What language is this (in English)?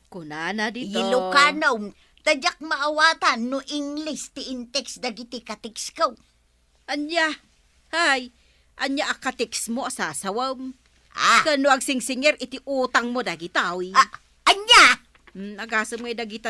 Iloko